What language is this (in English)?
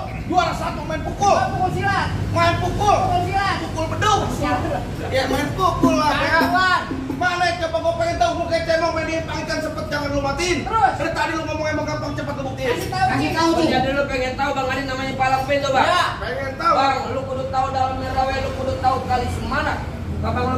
Betawi